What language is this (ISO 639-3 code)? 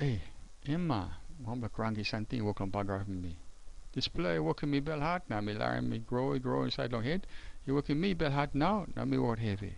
tpi